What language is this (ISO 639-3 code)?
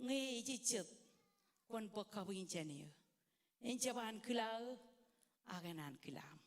mah